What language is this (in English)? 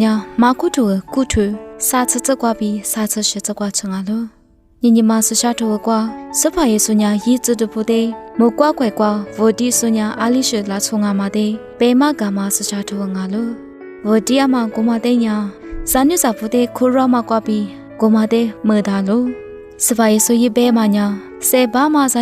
Lisu